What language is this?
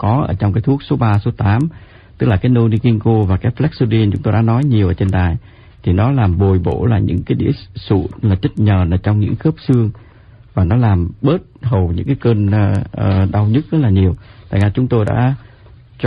Vietnamese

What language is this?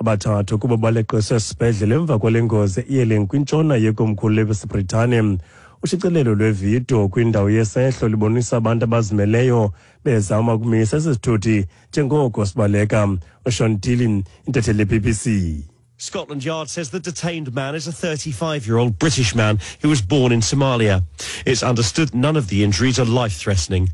Xhosa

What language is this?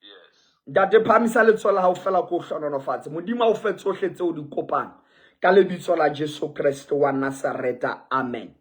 Southern Sotho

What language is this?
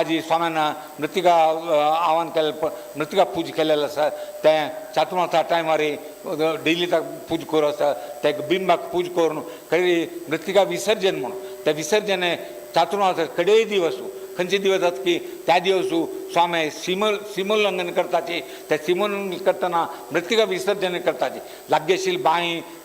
Konkani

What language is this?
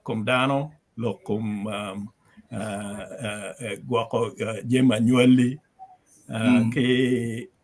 Acoli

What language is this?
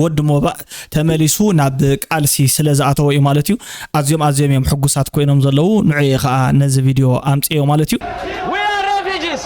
Tigrinya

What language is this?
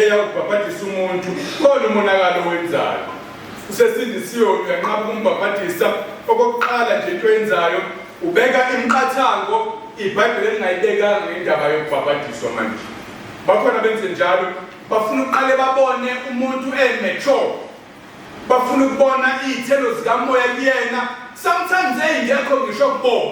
Zulu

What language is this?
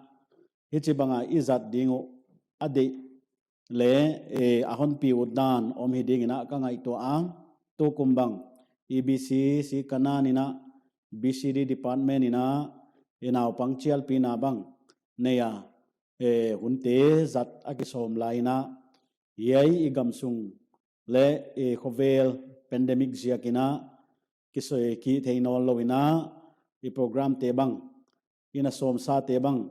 Paite Chin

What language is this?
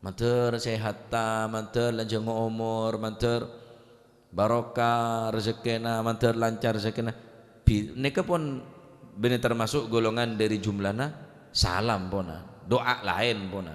Madurese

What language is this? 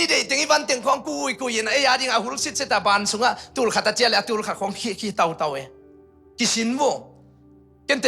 Tedim Chin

